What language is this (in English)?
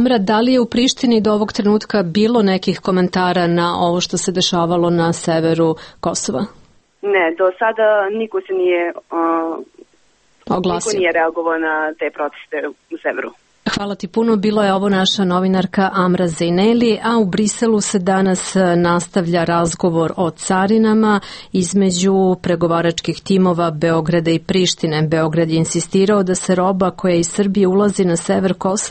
Serbian